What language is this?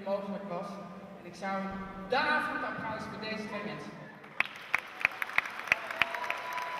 Dutch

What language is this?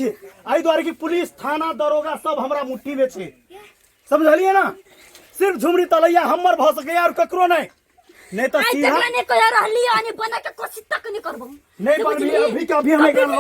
Maithili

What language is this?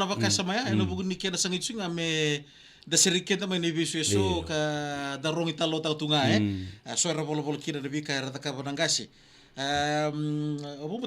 Fijian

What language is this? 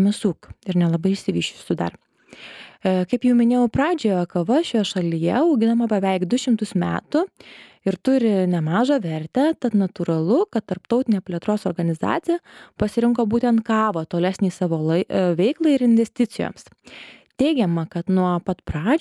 Lithuanian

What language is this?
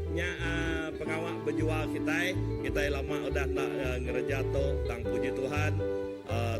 Iban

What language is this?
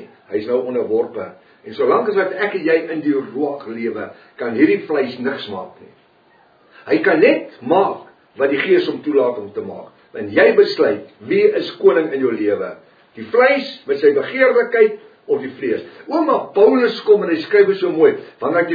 Afrikaans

